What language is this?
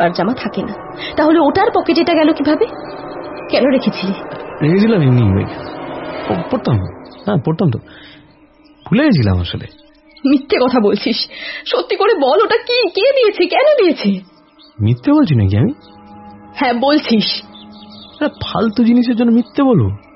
Bangla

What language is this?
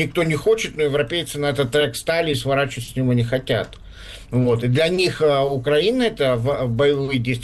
Russian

